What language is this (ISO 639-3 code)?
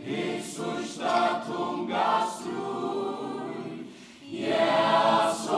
fao